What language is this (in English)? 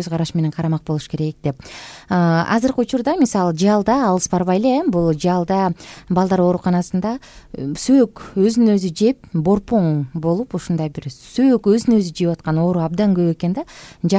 Kyrgyz